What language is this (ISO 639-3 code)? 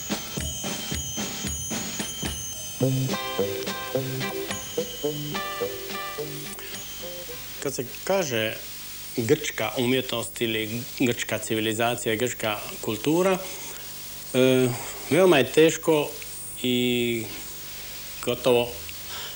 hrv